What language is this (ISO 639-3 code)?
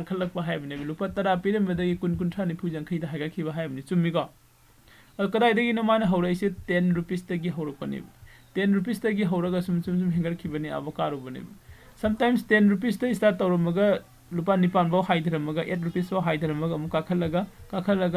mni